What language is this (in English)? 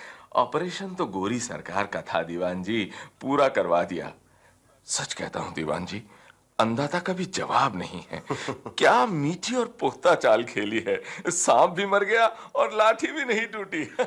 Hindi